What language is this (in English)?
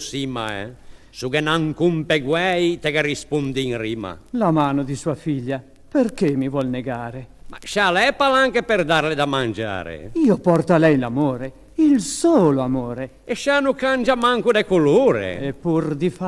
Ligurian